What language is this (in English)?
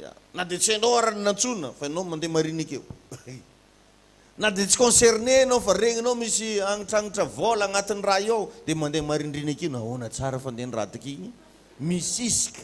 Malagasy